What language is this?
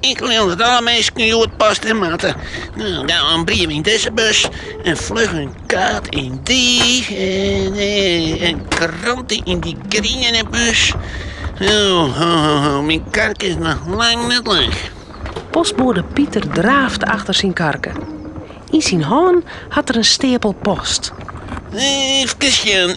Western Frisian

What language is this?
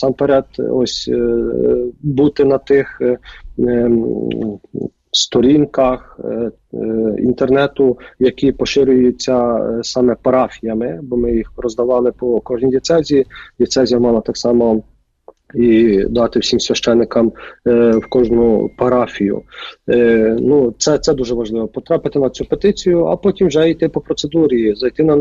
Ukrainian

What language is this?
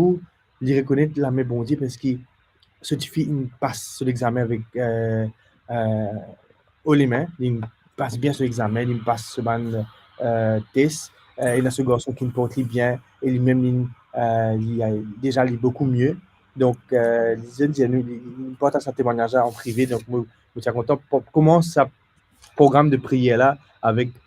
Morisyen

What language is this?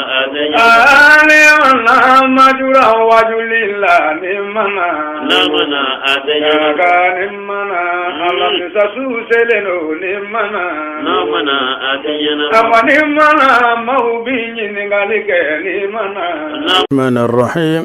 Bambara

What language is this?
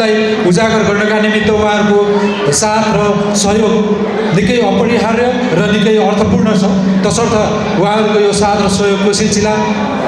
Nepali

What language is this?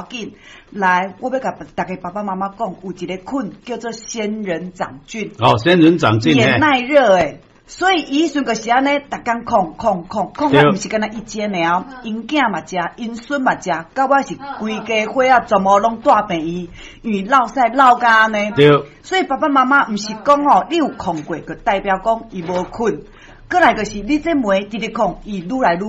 Min Nan Chinese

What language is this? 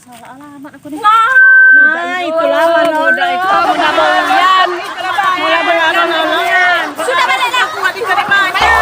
Musi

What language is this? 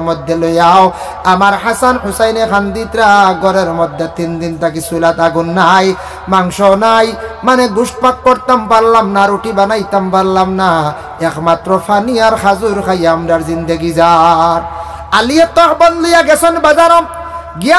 Sylheti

